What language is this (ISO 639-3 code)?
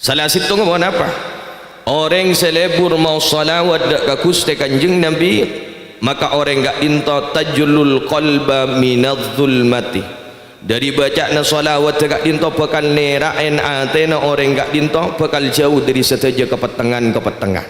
mad